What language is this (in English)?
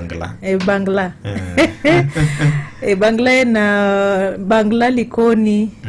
Luo (Kenya and Tanzania)